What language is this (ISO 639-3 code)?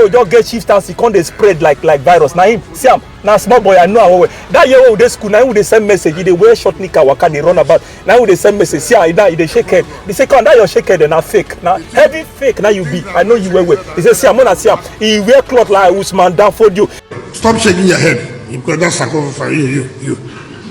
pcm